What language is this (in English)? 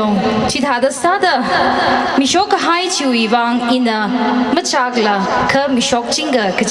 Tangkhul Naga (India)